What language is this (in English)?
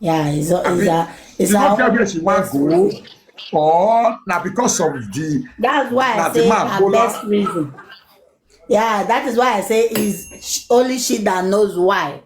Nigerian Pidgin